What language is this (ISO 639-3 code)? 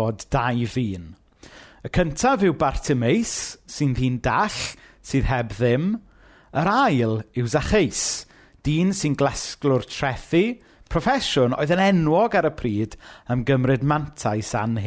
cym